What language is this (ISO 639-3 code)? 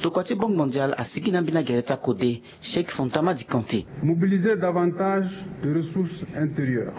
sag